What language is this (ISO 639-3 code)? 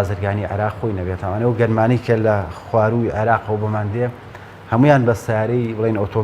ckb